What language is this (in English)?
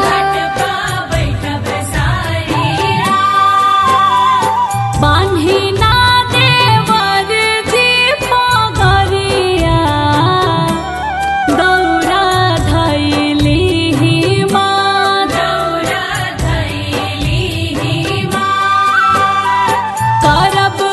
Bhojpuri